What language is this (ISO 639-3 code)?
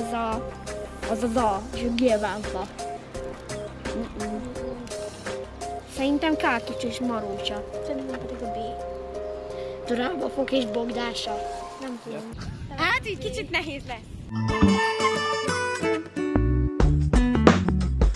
hun